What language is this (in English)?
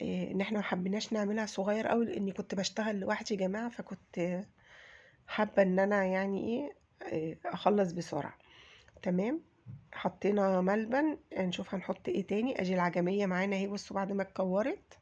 Egyptian Arabic